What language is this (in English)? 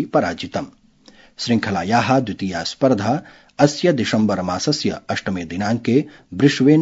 Sanskrit